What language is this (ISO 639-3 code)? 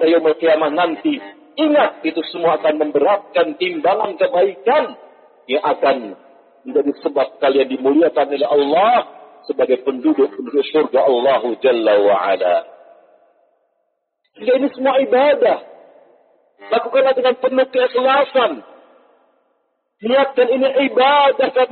ind